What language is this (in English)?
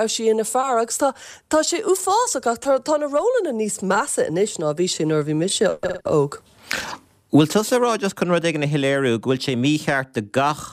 Irish